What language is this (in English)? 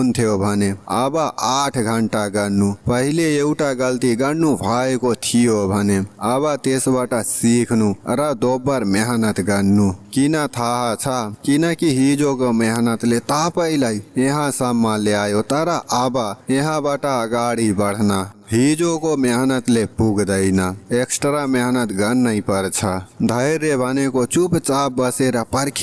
Nepali